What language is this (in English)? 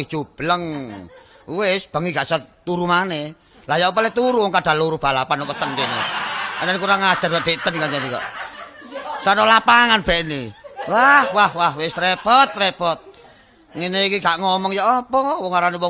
Javanese